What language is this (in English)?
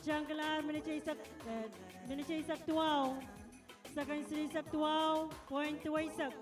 Pohnpeian